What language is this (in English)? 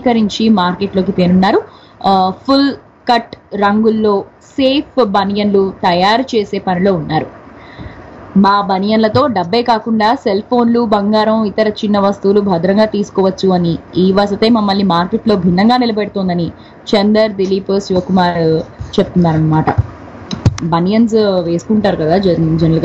Telugu